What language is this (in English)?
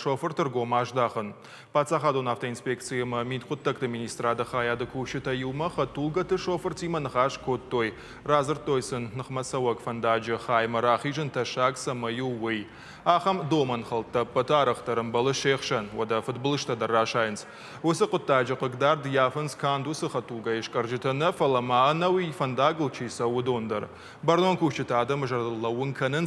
Ossetic